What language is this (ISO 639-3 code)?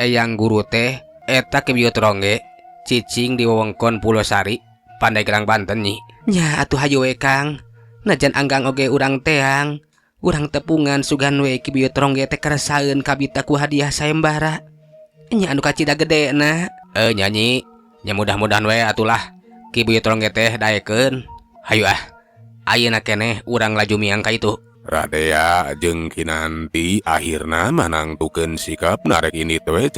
sun